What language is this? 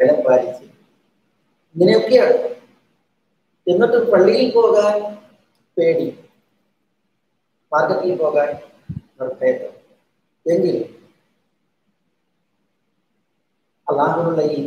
Malayalam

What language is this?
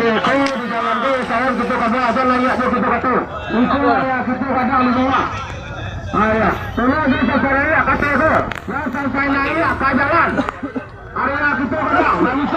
Minangkabau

